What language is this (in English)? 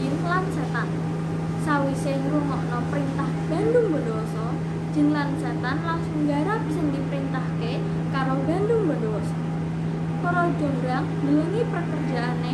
Javanese